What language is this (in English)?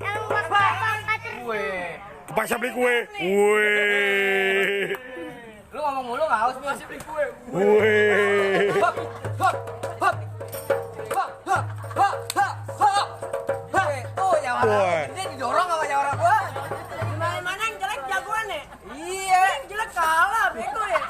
Betawi